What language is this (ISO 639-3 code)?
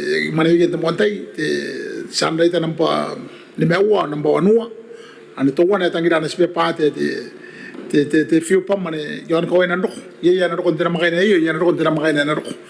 gil